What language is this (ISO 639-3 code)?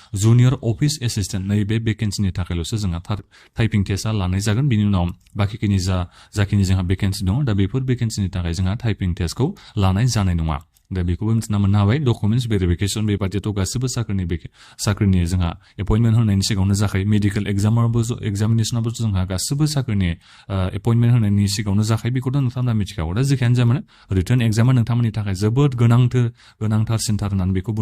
brx